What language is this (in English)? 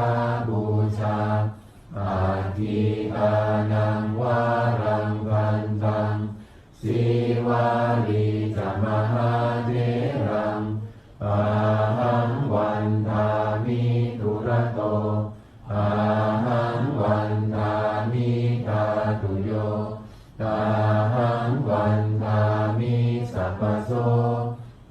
Pali